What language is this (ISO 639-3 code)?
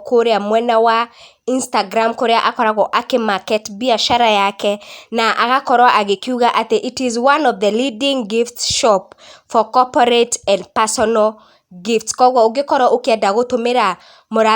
kik